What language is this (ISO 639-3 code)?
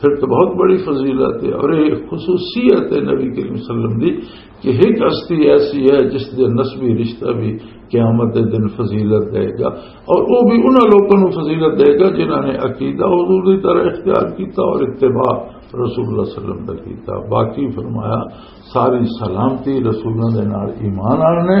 lah